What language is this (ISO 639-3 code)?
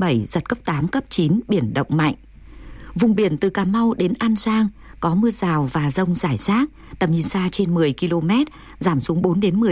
vie